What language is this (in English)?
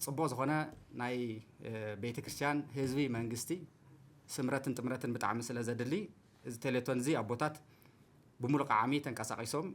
Tigrinya